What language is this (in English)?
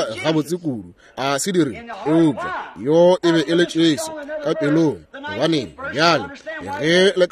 Northern Sotho